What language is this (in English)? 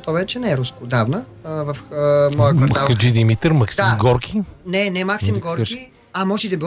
Bulgarian